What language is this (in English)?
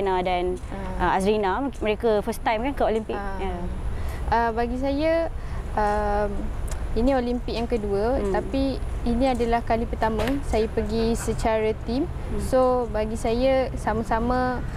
Malay